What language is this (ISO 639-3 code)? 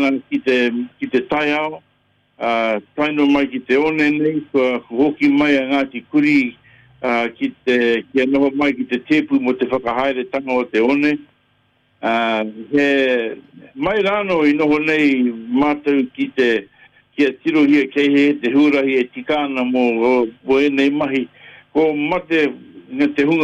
mri